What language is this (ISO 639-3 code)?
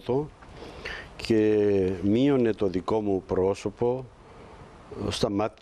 ell